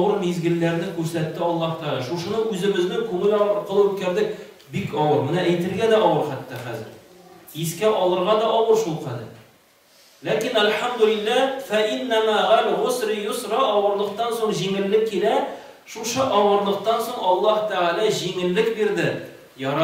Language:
Tatar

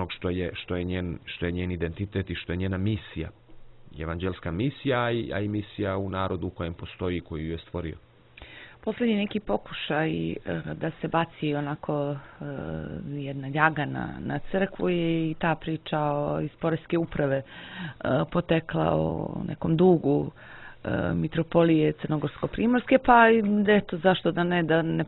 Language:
Serbian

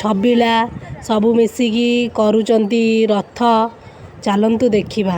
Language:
Odia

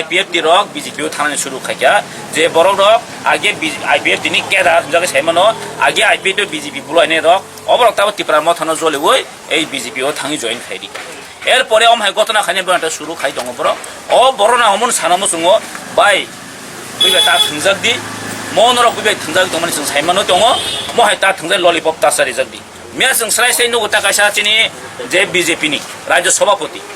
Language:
Kok Borok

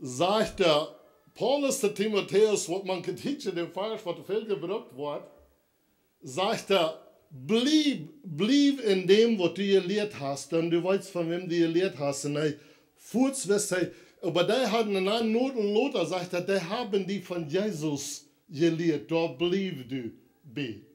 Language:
Plautdietsch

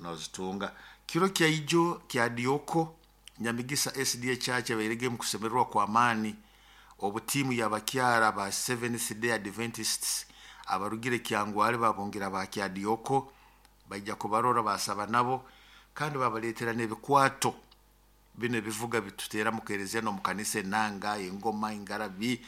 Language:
Nyoro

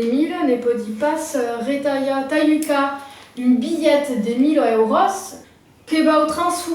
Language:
Occitan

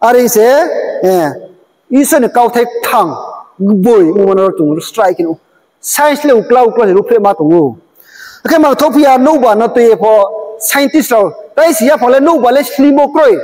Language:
Riang (India)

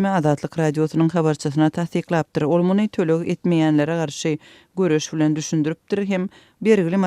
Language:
Turkmen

